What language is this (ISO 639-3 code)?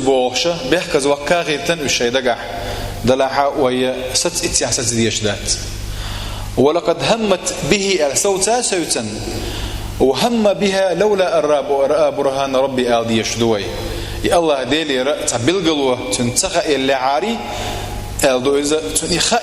che